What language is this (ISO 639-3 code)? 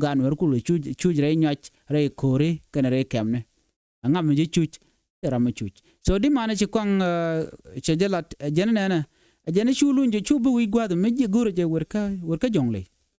nus